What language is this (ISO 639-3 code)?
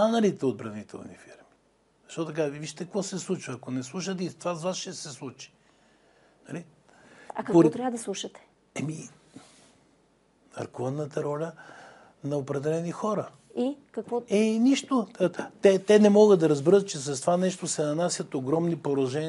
bul